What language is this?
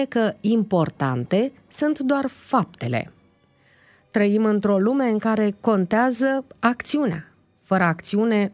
Romanian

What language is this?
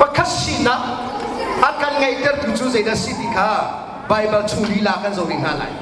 Hakha Chin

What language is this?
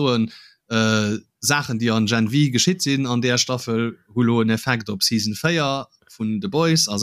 Luxembourgish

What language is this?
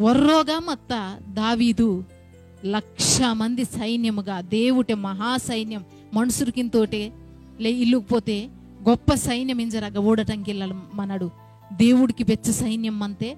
Koya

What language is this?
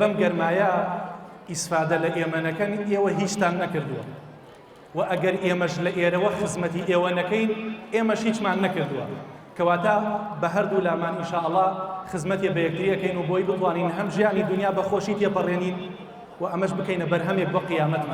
Central Kurdish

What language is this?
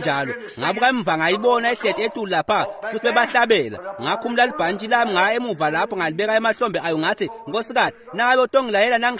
Swati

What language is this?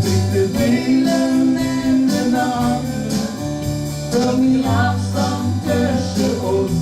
Limburgish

